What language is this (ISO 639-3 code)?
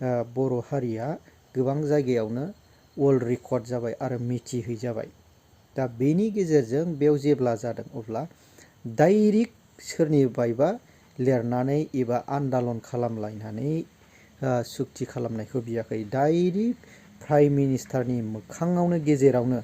brx